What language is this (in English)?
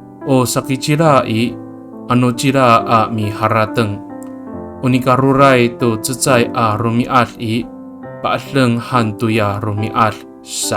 Amis